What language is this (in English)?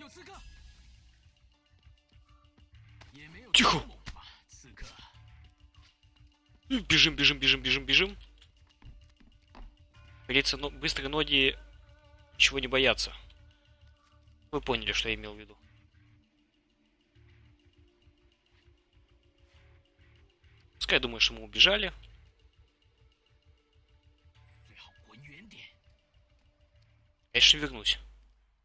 Russian